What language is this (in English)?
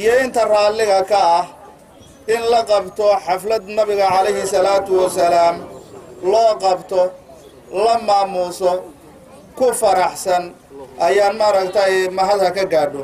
Somali